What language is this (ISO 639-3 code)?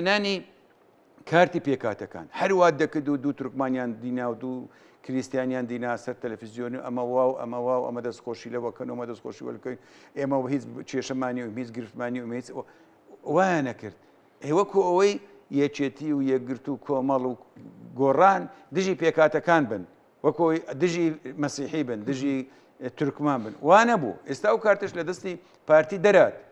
ckb